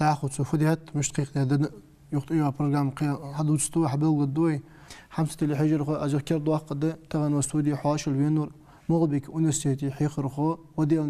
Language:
Ingush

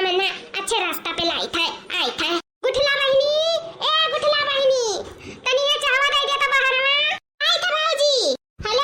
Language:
Awadhi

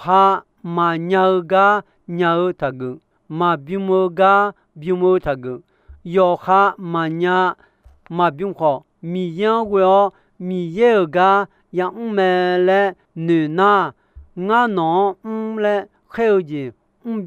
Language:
Akha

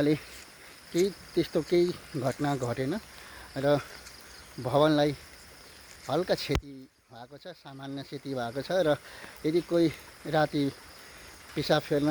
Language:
Nepali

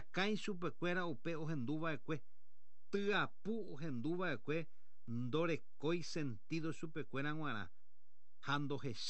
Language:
Guarani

